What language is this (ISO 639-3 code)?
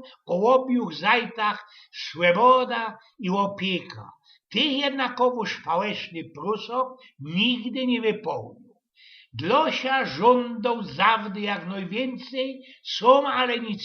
szl